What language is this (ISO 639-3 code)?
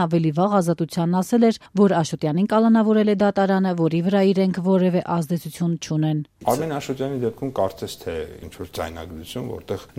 hye